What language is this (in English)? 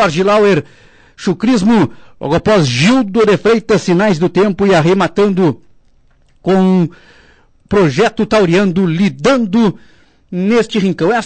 Portuguese